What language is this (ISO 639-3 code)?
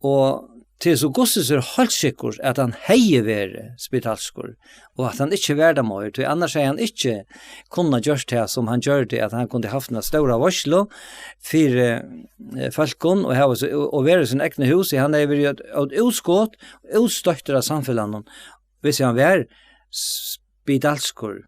fao